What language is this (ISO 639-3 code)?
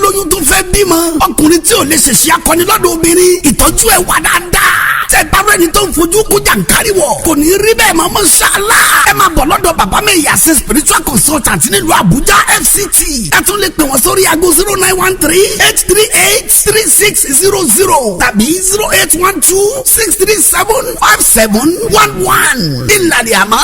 yor